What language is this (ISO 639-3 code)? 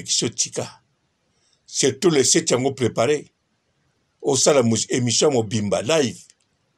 lin